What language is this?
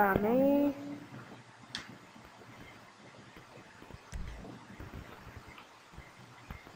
Dutch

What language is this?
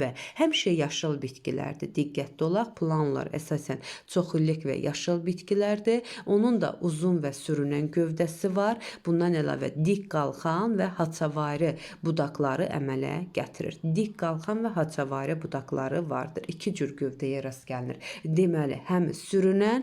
Azerbaijani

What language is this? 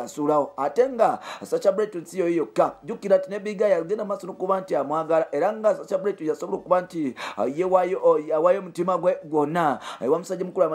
Ganda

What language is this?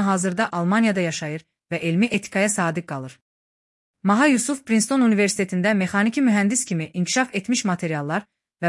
Azerbaijani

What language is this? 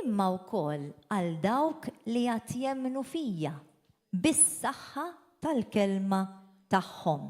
Maltese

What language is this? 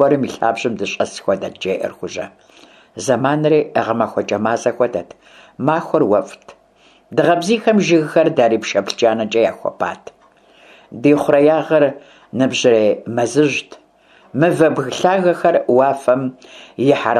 Kabardian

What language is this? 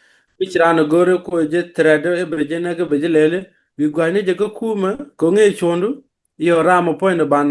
Nuer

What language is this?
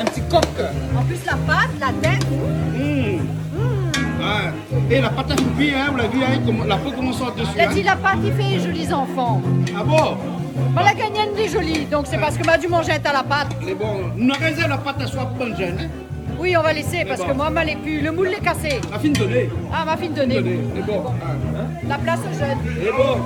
Réunion Creole French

